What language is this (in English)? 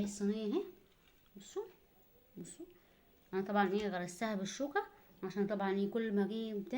Egyptian Arabic